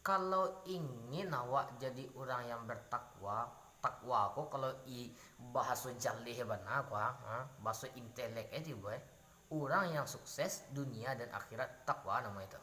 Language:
Minangkabau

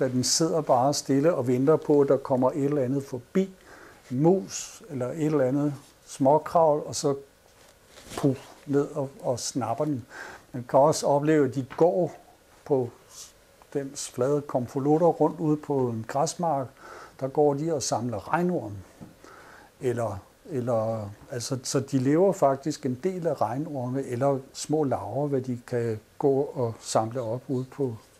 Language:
Danish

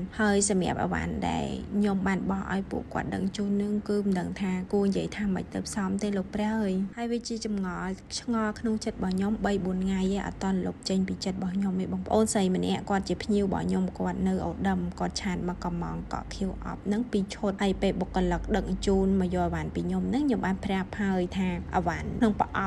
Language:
Khmer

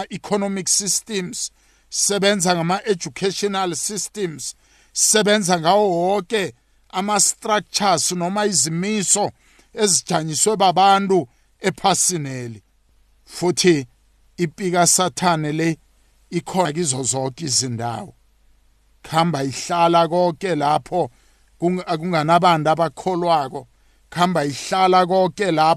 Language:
South Ndebele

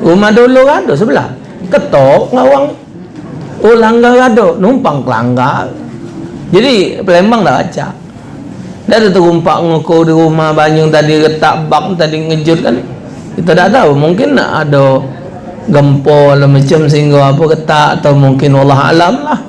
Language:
Musi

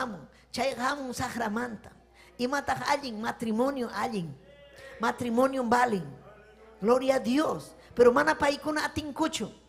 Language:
Ayacucho Quechua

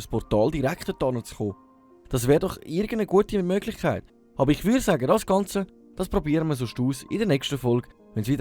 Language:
Swiss German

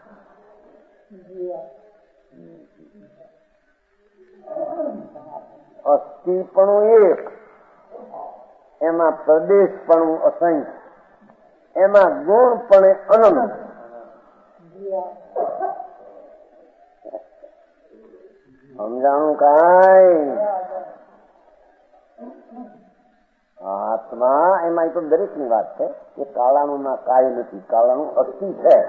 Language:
Gujarati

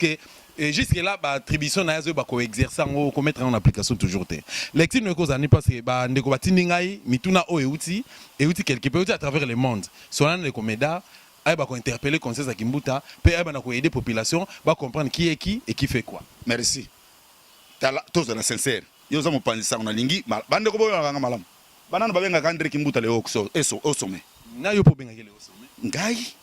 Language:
Lingala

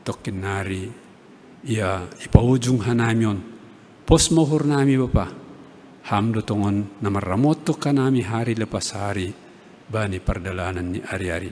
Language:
Batak Simalungun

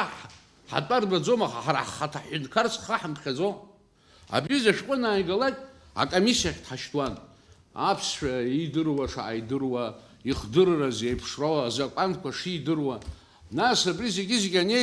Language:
Abkhazian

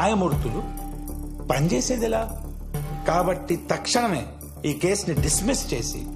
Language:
Telugu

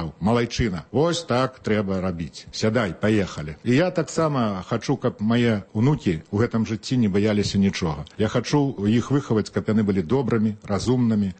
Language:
Belarusian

